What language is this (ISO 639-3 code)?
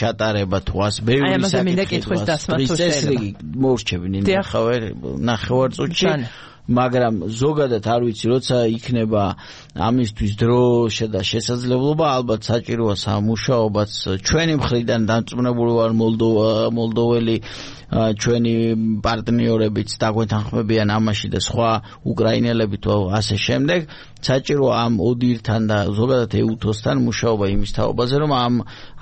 kat